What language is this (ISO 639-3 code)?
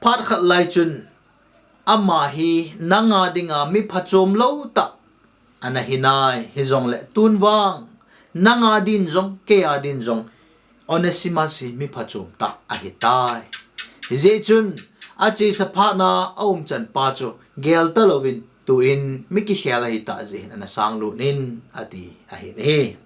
tcz